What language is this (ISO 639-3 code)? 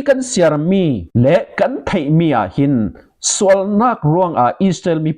cfm